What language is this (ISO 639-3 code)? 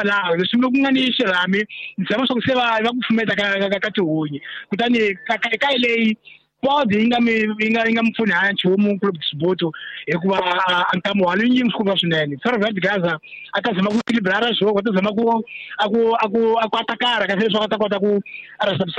tso